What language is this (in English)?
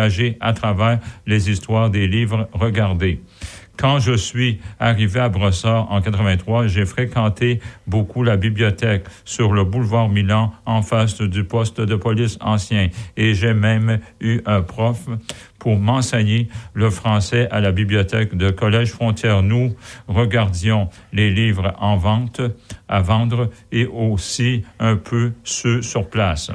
French